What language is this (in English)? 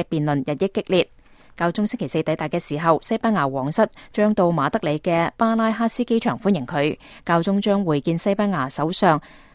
Cantonese